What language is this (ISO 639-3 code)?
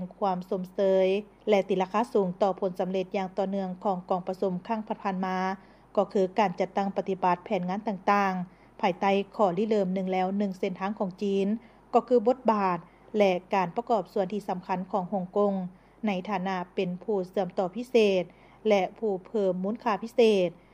lao